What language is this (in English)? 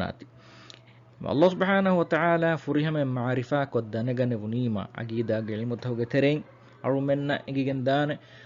Divehi